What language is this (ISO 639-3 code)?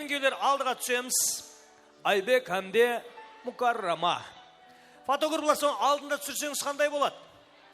kaa